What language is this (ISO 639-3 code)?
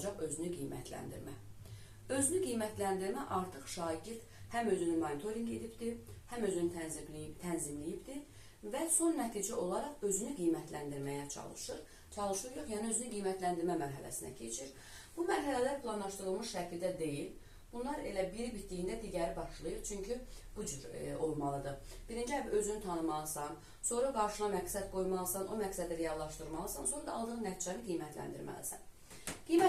aze